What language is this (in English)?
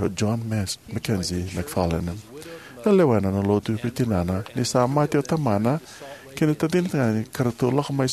Fijian